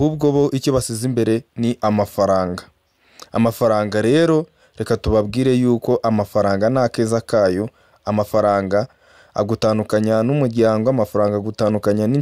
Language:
Kinyarwanda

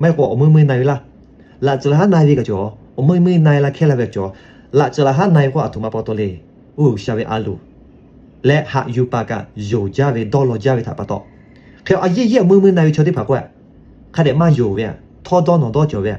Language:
Lahu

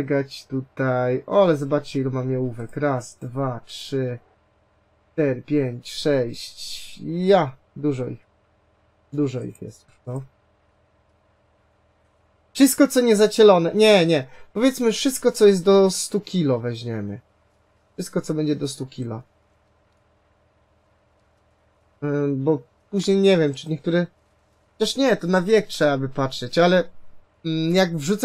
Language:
Polish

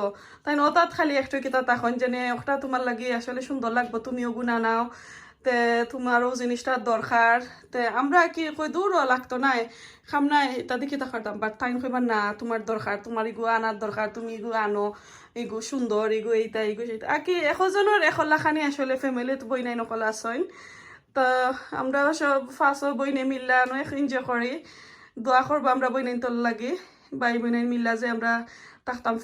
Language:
Sylheti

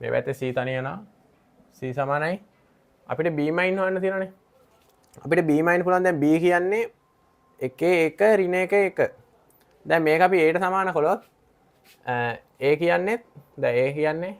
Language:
Sinhala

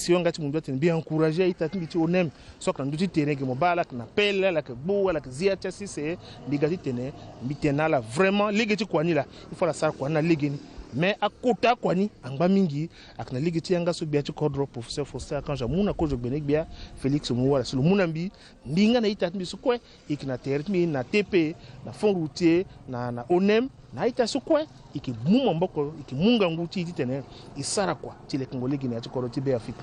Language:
Sango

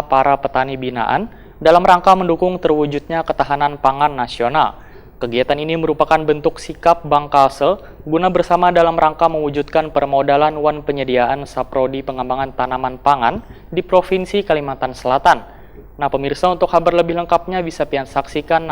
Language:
Banjar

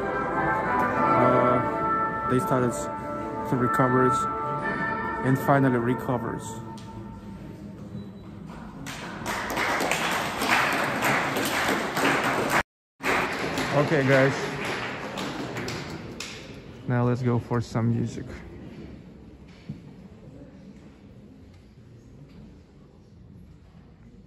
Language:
English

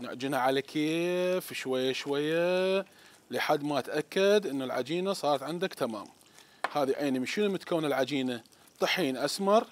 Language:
Mesopotamian Arabic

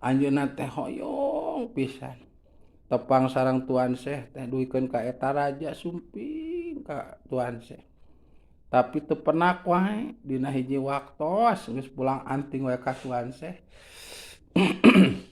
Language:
Sundanese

